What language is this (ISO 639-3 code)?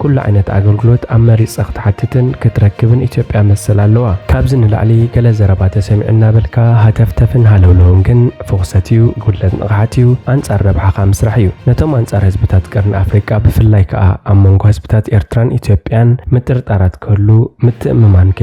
tir